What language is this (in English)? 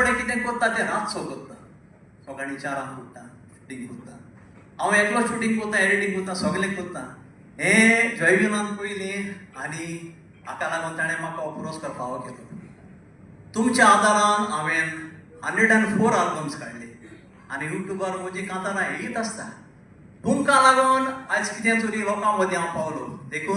Konkani